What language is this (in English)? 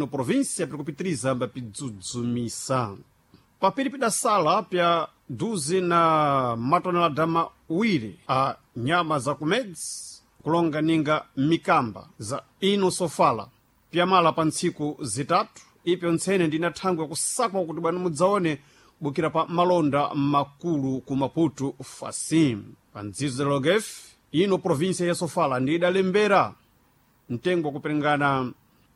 Sena